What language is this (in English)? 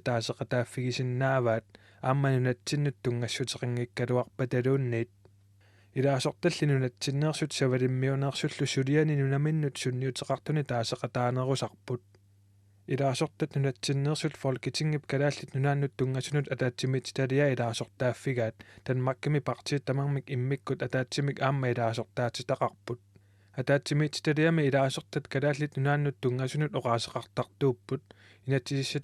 Kalaallisut